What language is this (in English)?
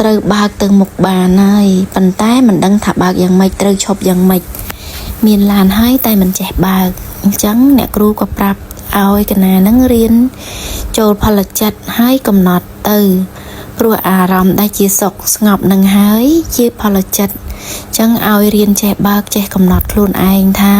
Khmer